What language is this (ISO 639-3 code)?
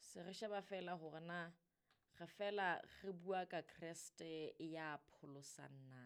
sot